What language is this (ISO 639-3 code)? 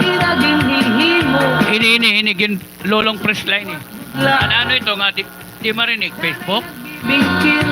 war